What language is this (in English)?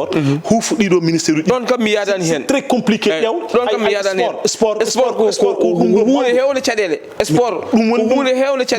Fula